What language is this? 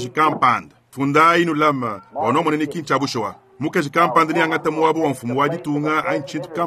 Luba-Lulua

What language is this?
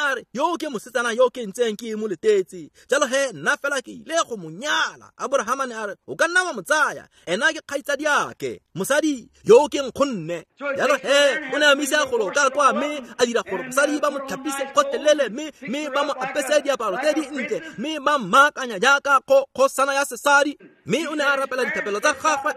Tswana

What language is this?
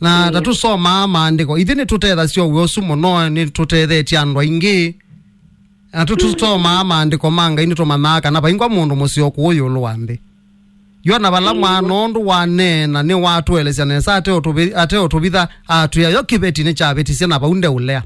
Kamba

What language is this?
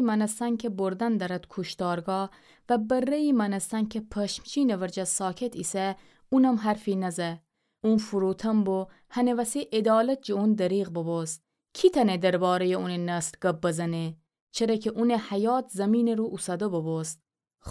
Gilaki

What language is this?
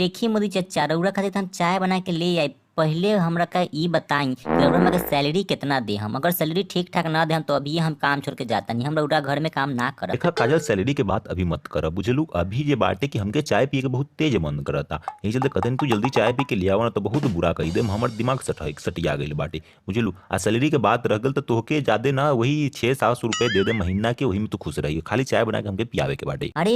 Bhojpuri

